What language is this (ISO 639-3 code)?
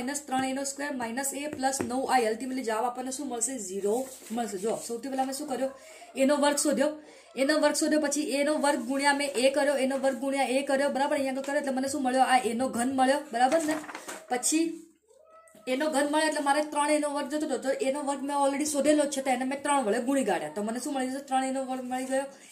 guj